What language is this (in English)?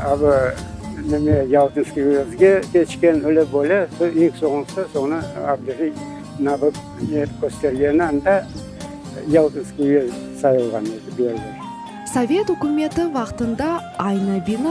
Crimean Tatar